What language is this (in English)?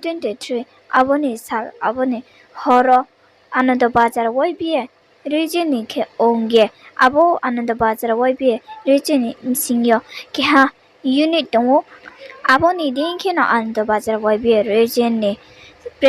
Riang (India)